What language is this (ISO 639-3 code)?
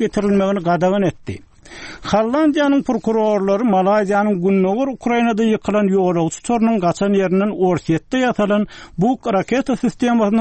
tuk